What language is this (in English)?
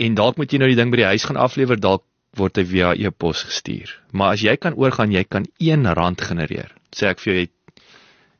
Afrikaans